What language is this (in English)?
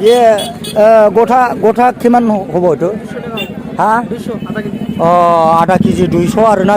Bodo